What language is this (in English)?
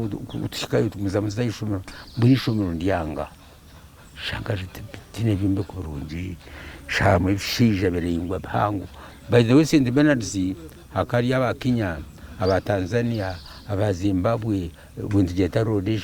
Nyankole